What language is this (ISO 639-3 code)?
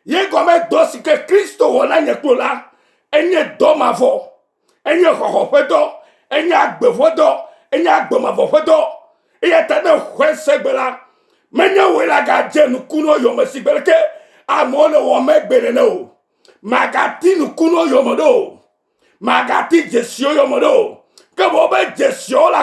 ewe